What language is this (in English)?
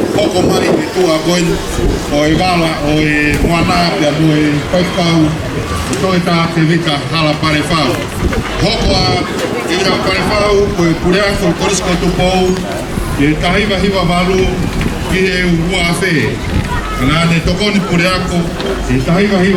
Tongan